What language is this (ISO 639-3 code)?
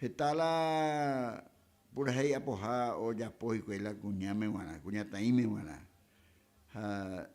grn